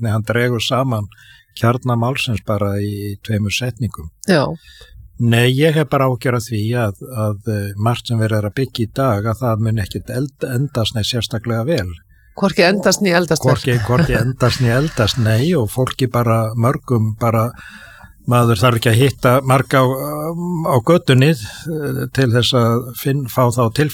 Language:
Icelandic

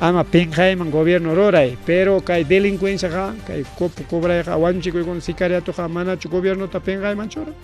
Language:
Ayacucho Quechua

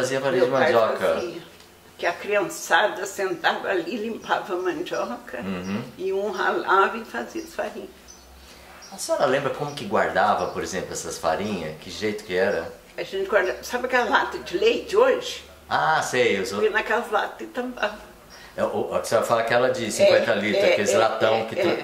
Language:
Portuguese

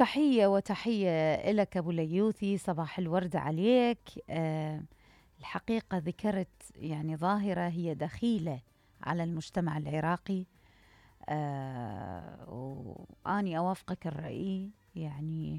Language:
Mesopotamian Arabic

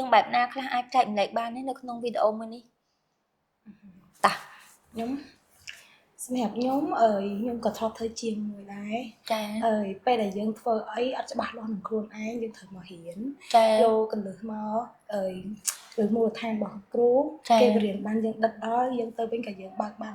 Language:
Khmer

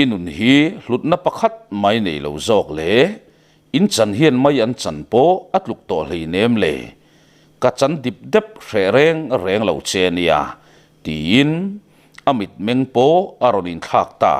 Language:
Mizo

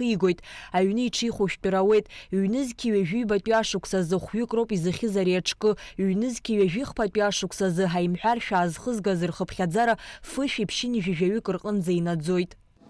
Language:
Abkhazian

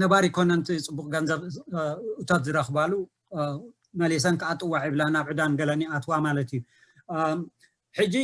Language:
Tigrinya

